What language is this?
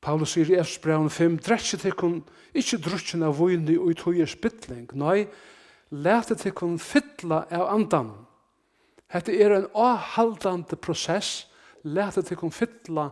Faroese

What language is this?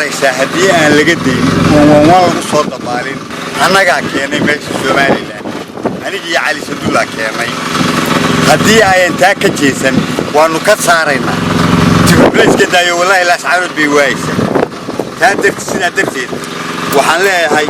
Somali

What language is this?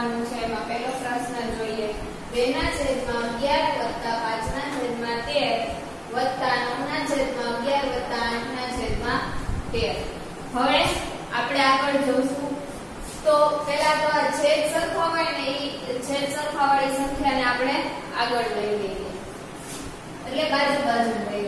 Gujarati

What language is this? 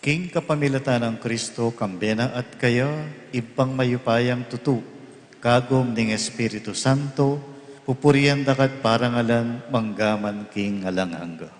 Pampanga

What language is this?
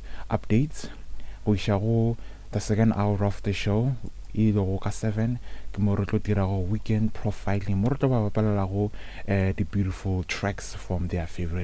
Northern Sotho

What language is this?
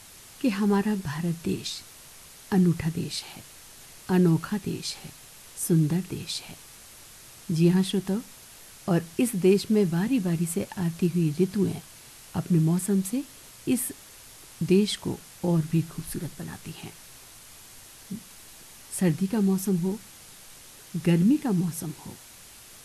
Hindi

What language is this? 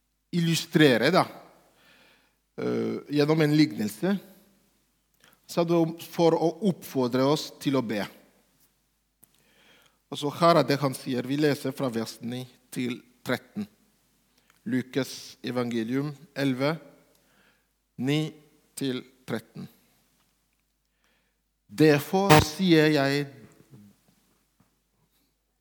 Norwegian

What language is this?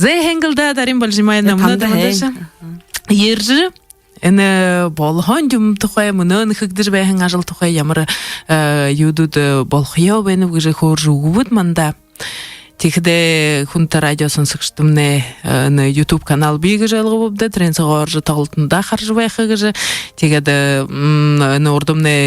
Buriat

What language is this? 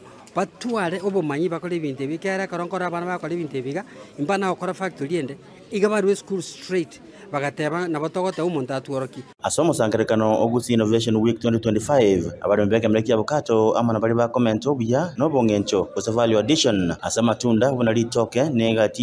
Gusii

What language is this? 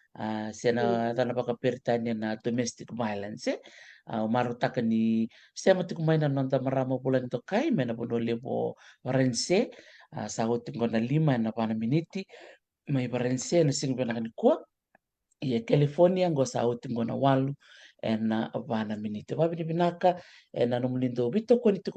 Fijian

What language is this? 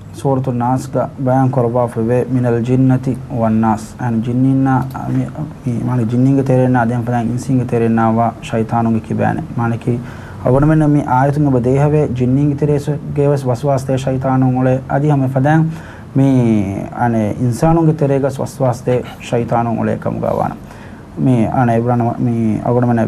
Divehi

